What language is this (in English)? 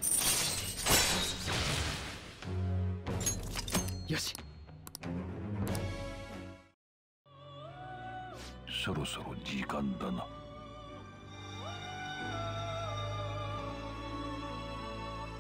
Japanese